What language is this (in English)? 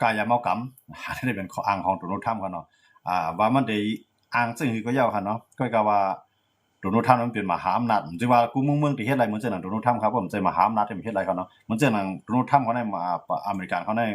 Shan